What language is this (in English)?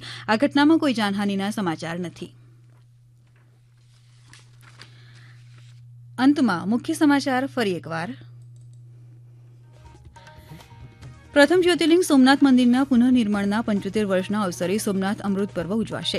Gujarati